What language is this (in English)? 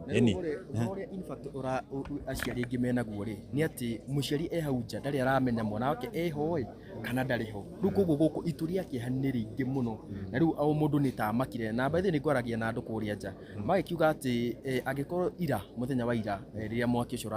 Kikuyu